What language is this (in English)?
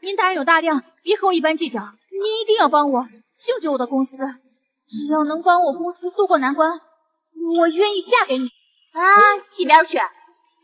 Chinese